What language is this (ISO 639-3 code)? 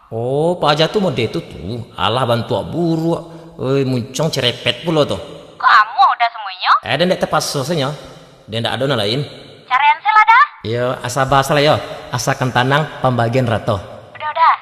min